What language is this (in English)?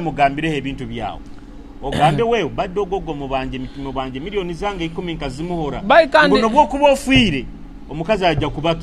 Nyoro